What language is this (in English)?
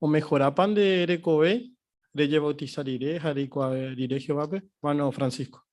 Guarani